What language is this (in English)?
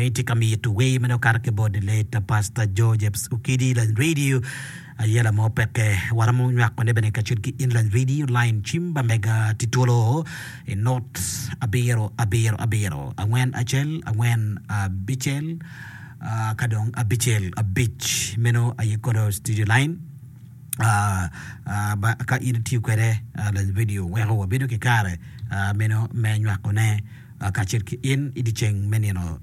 Acoli